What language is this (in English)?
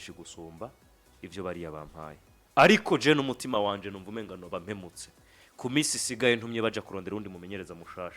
Rundi